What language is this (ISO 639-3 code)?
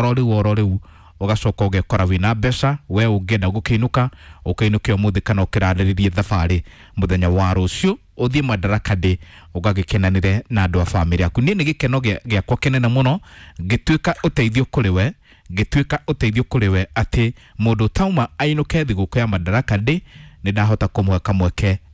kik